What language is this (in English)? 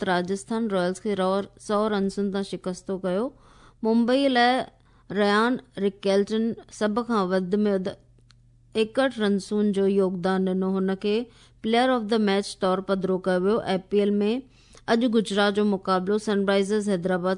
Sindhi